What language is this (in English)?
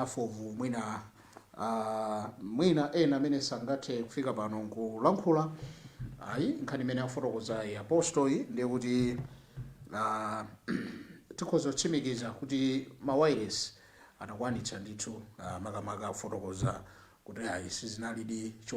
Nyanja